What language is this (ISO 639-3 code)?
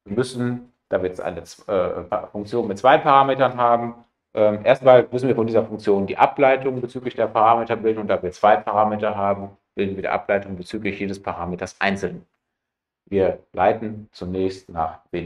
deu